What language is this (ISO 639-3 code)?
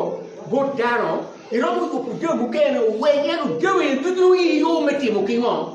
ach